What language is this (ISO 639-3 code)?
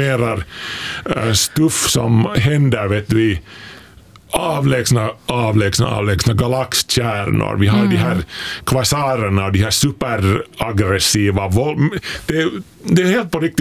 swe